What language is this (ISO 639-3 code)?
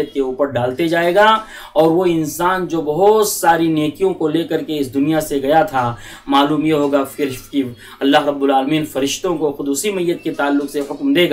urd